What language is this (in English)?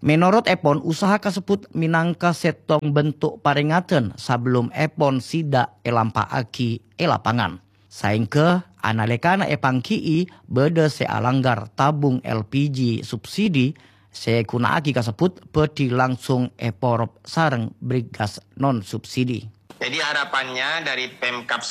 Madurese